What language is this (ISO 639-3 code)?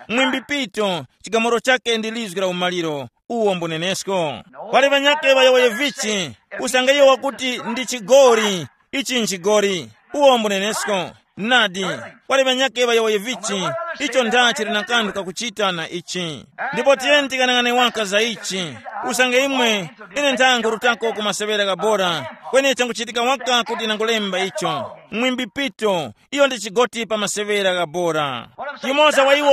tum